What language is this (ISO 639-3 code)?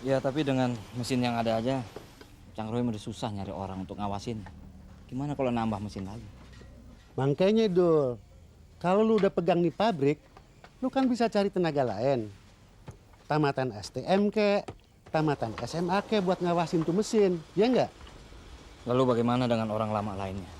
bew